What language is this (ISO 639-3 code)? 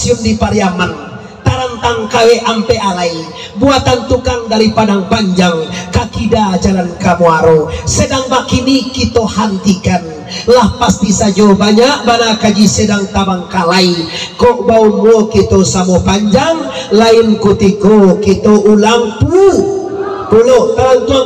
min